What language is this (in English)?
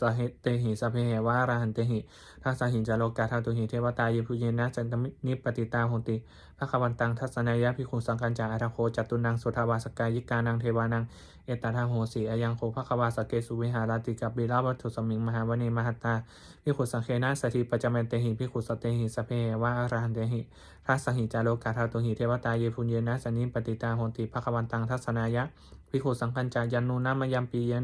Pali